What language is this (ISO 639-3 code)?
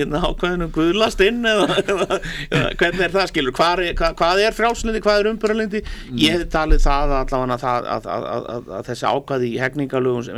isl